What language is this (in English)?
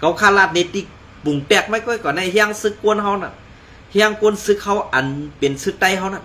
Shan